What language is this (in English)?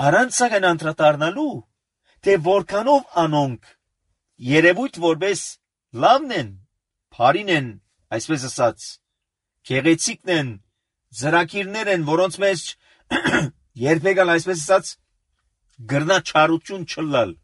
Armenian